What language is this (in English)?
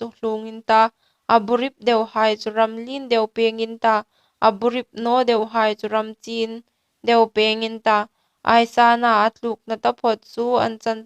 Hmar